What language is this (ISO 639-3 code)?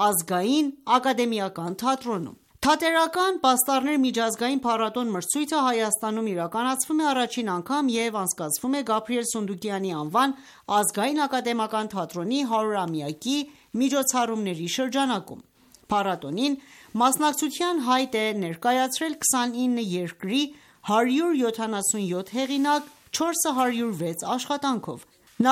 hye